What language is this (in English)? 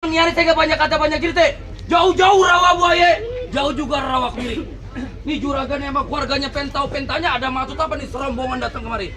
Betawi